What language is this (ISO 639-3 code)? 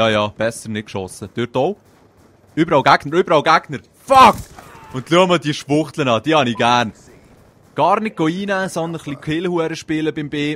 gsw